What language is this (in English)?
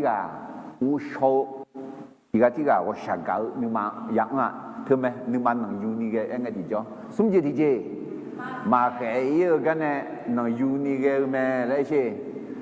Akha